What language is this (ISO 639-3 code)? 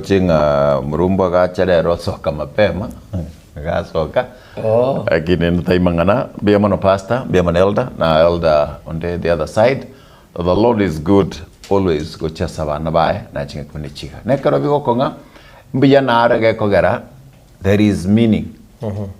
guz